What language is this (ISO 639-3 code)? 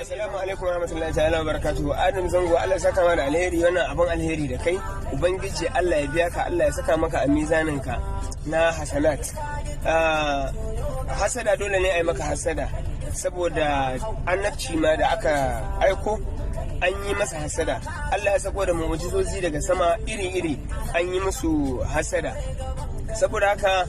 hau